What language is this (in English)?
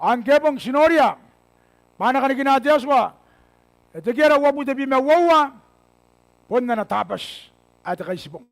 Gilbertese